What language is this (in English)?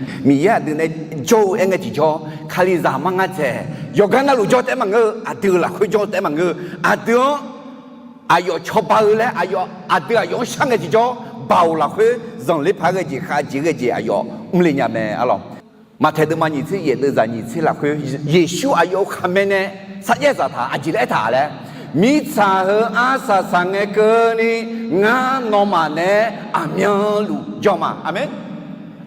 Akha